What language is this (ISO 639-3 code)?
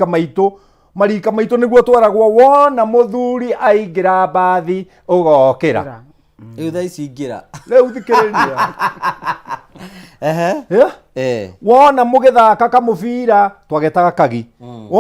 kik